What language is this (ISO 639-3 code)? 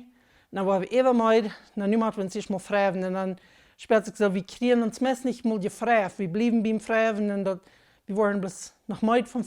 pdt